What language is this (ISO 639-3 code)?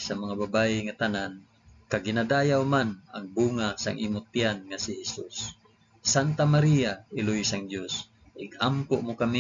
hil